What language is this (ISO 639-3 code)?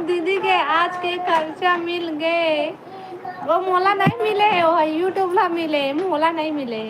hne